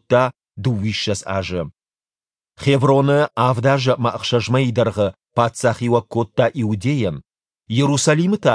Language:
Ossetic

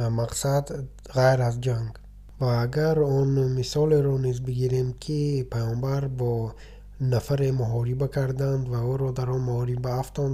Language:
Tajik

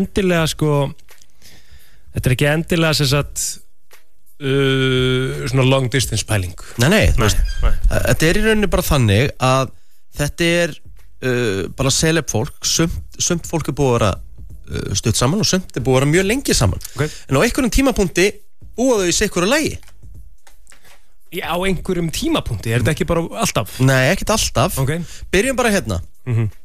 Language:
Icelandic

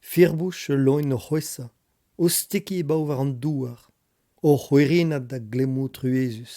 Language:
Breton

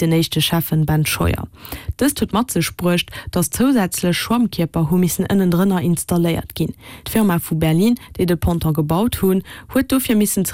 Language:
Luxembourgish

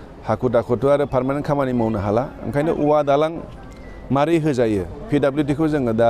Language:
Bodo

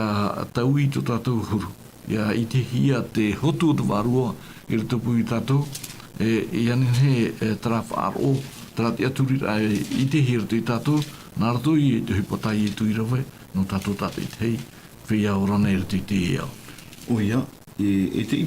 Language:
Tahitian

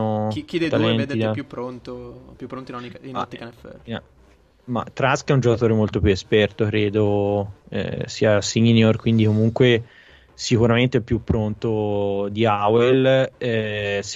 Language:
Italian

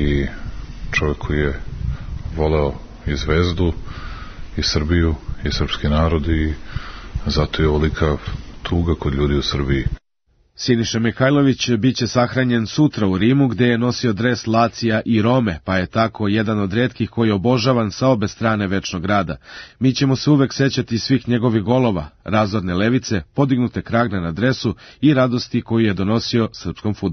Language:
Serbian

